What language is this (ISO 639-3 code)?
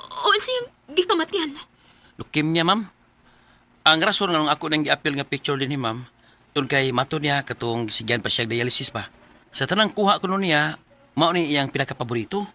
ceb